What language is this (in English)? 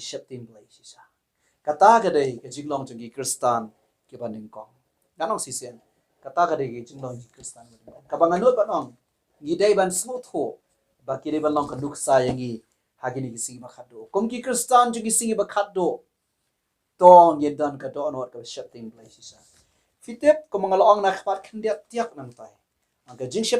Khasi